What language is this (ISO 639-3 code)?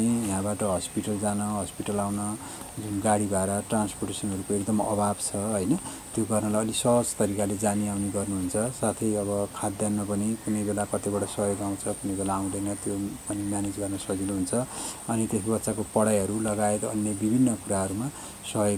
nep